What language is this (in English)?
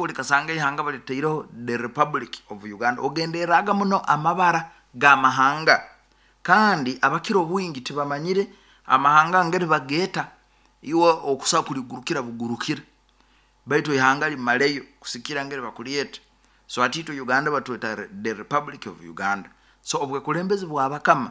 Nyoro